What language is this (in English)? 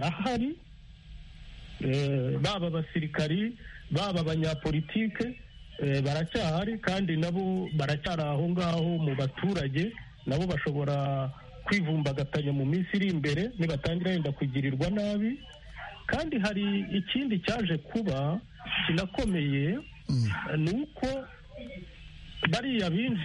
Kinyarwanda